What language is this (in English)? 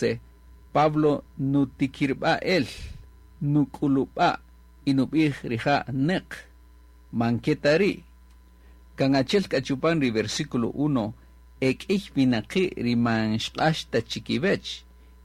Kaqchikel